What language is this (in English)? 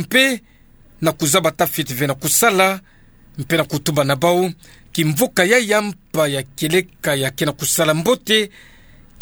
Kituba (Democratic Republic of Congo)